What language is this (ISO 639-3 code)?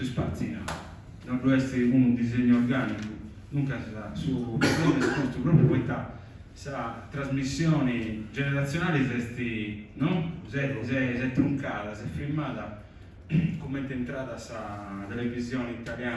srd